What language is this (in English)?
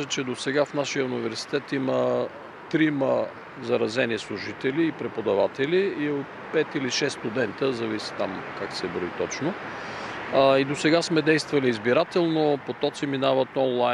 Bulgarian